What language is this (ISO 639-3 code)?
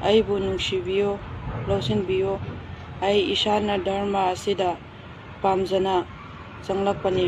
mni